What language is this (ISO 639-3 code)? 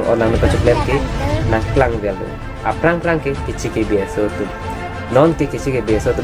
mjw